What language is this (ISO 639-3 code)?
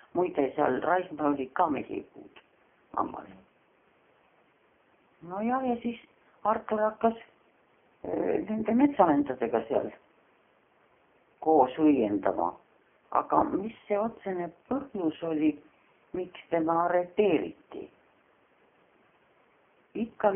est